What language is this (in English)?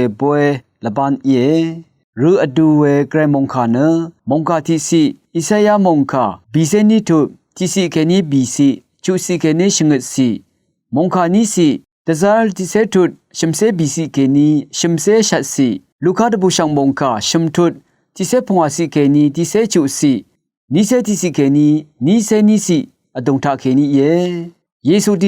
Rawang